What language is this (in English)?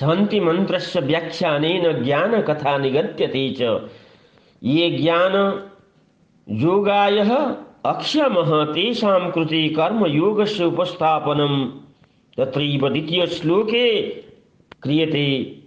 Sanskrit